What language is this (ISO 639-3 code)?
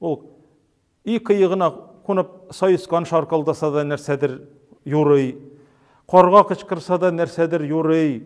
tat